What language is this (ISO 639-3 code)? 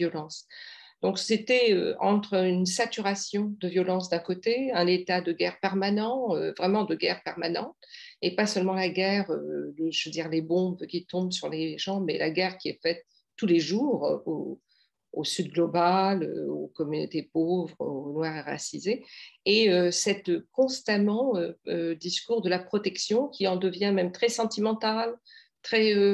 fra